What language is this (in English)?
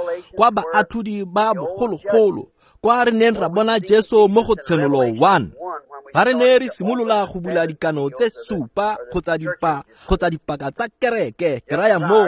Tswana